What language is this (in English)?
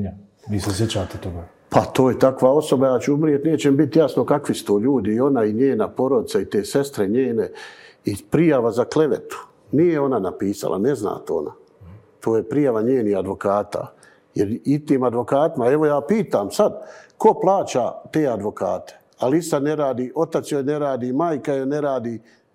Bosnian